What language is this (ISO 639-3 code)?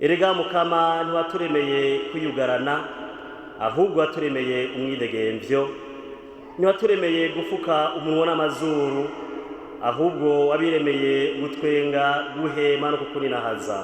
run